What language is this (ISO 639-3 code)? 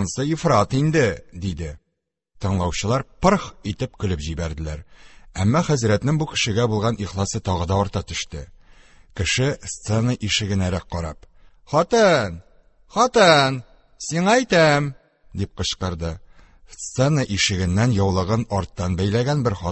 tat